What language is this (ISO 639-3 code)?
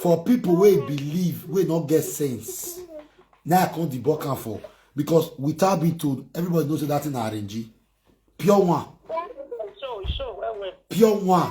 pcm